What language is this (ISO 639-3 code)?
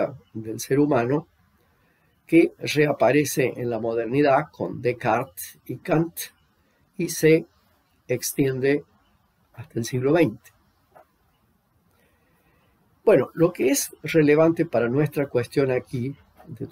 spa